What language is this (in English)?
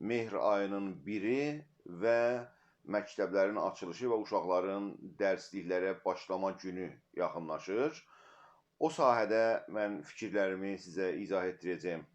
South Azerbaijani